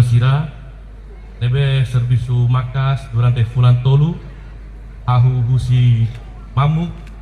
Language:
Tetum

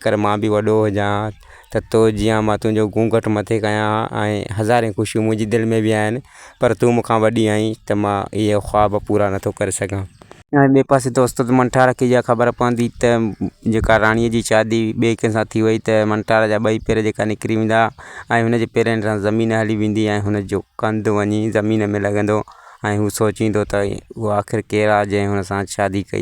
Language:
Sindhi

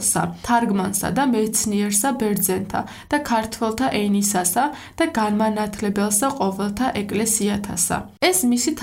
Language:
Georgian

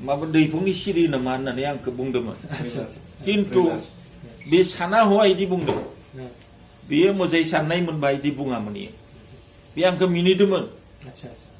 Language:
Bodo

